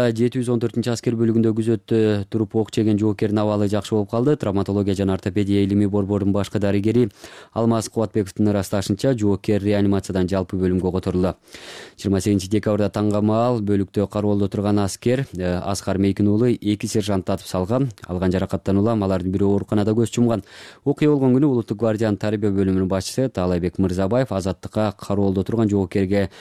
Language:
Kyrgyz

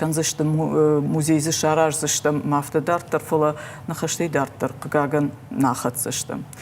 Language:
Ossetic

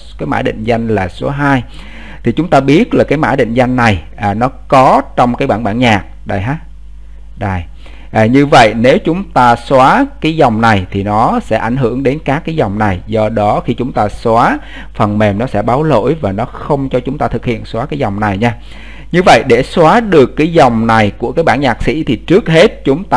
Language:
Vietnamese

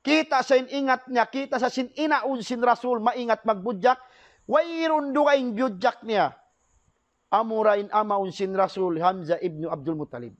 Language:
Tausug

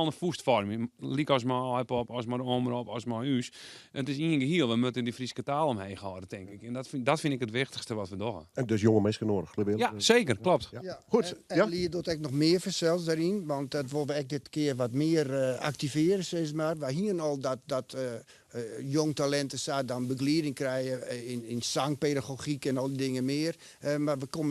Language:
Western Frisian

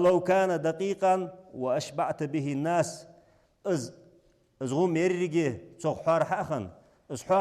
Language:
Ingush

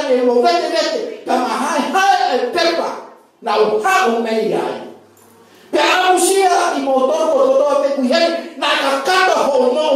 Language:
Tongan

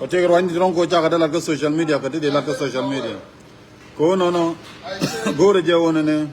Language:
Nuer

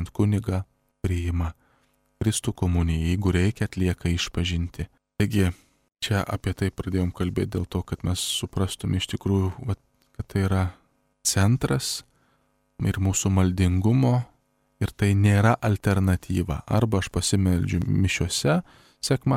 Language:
Lithuanian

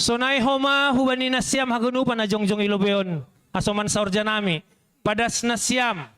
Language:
Batak Simalungun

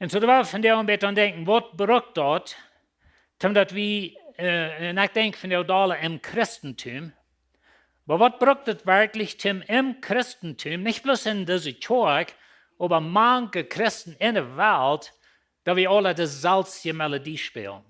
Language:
Plautdietsch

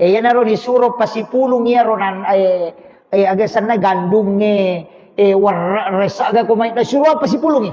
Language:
Buginese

